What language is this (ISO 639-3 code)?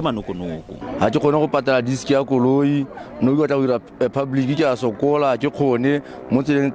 tsn